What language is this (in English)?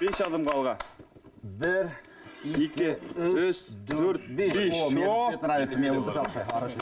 Bashkir